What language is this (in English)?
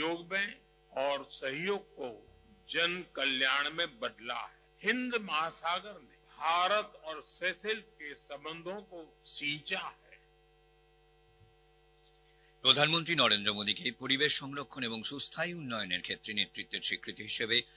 Bangla